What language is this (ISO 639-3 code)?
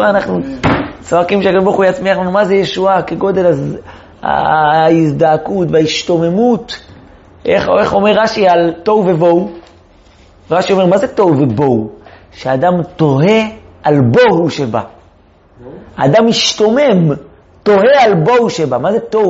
heb